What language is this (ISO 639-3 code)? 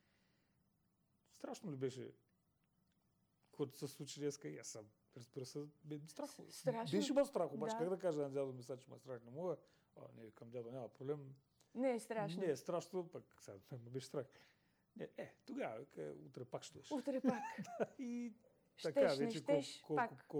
bul